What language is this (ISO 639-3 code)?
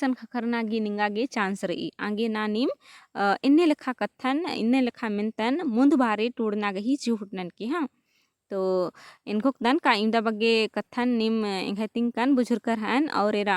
kru